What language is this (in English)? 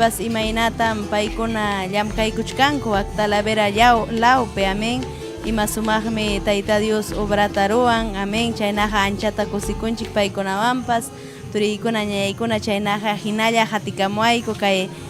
Ayacucho Quechua